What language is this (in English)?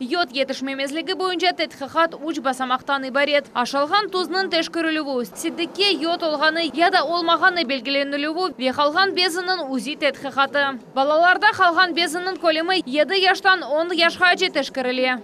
Crimean Tatar